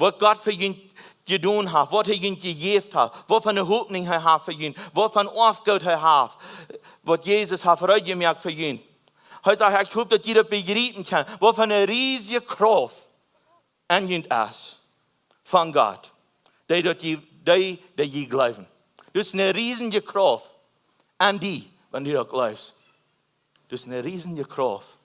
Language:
Plautdietsch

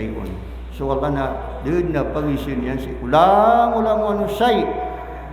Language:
Maranao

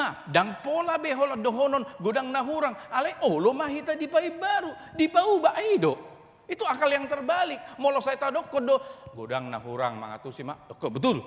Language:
Batak Toba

